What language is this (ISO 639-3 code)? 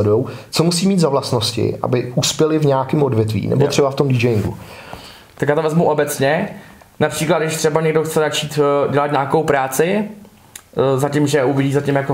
ces